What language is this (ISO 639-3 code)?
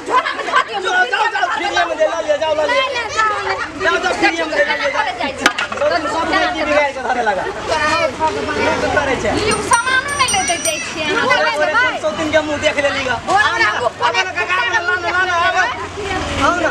mai